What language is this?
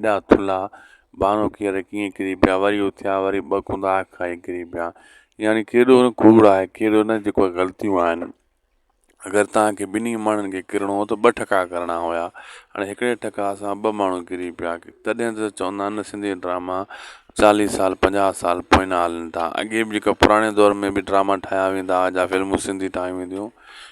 Sindhi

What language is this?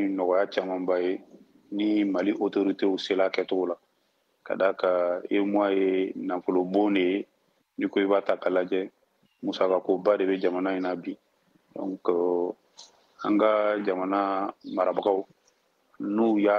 Bambara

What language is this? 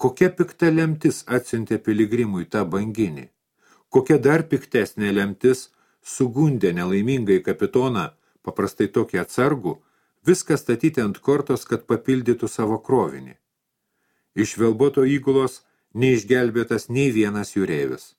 Lithuanian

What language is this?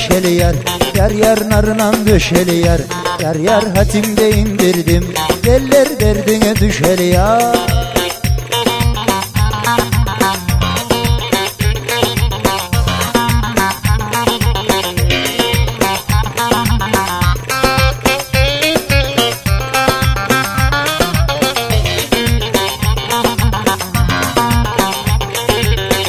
Turkish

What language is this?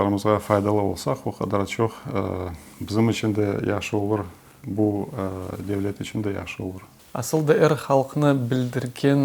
Crimean Tatar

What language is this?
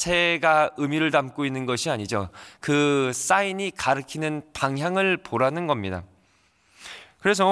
Korean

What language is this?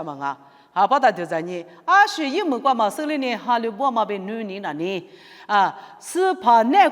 Lisu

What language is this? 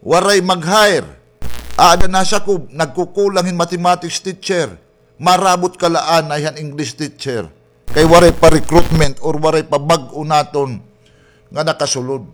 Waray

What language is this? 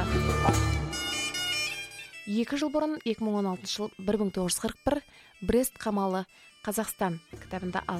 Kazakh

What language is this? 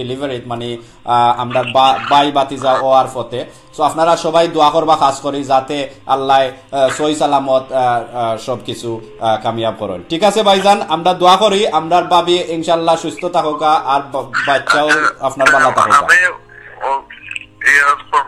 Sylheti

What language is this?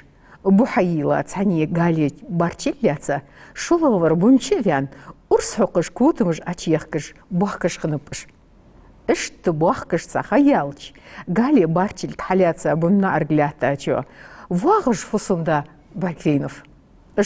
Ingush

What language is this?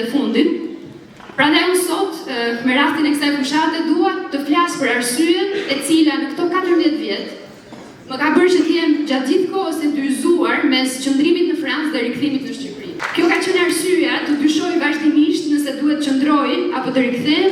Albanian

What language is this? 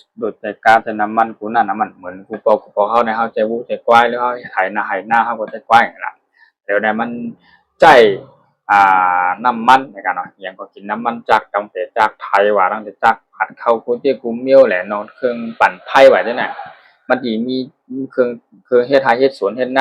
Shan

